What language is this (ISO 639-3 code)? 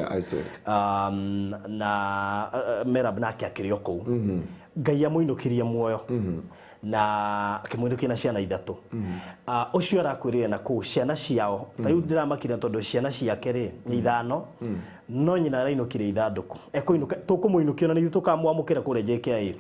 kik